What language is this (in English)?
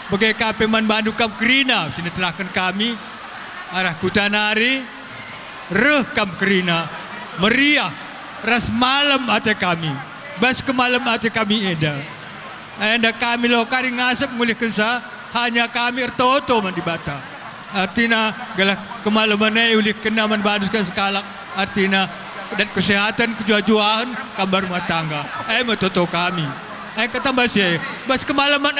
Batak Karo